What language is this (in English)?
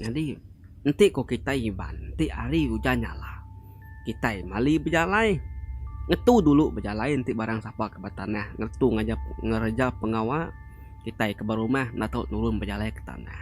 Iban